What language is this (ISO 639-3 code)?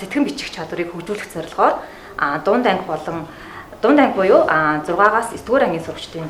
mon